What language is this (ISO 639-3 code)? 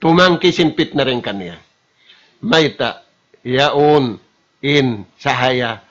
tsg